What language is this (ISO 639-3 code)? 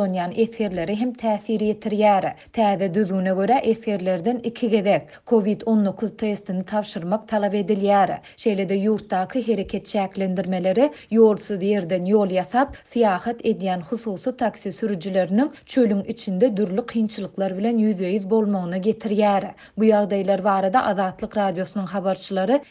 kir